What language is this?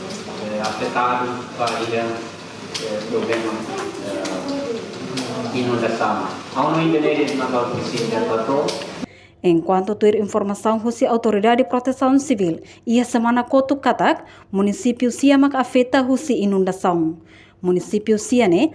Tetum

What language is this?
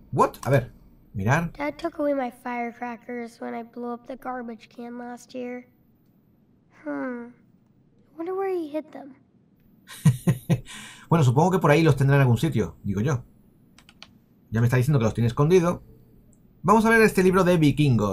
Spanish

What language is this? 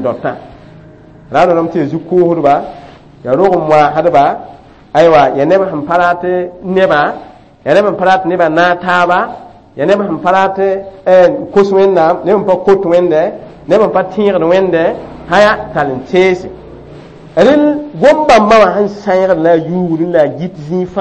Mossi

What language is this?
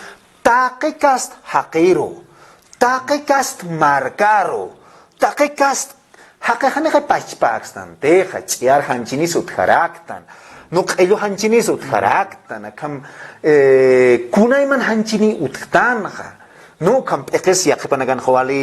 Aymara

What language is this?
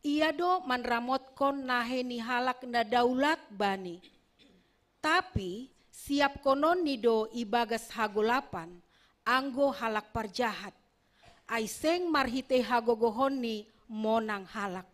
Batak Simalungun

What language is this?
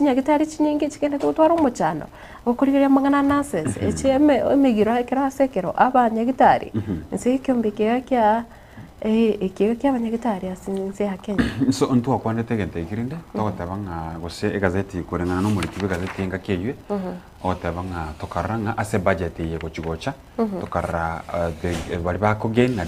Gusii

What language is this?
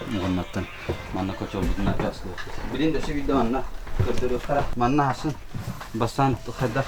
Yakut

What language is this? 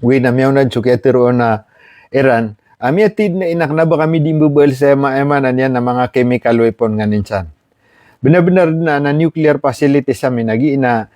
Maranao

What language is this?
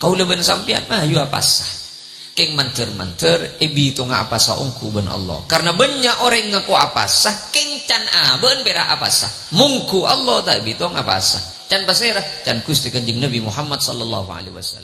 Madurese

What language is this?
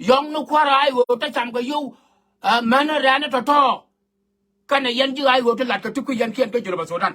Nuer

